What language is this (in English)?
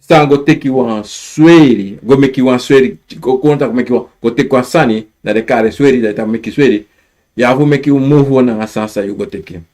Sranan Tongo